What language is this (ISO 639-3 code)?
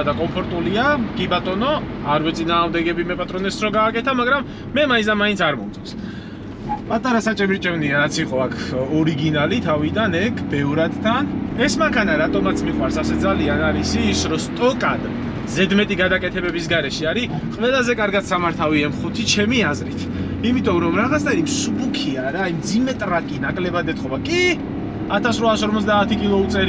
kat